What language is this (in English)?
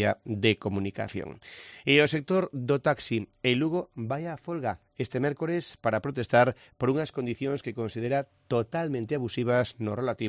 Galician